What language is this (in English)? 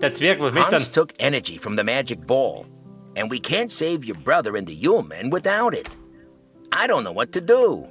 Bavarian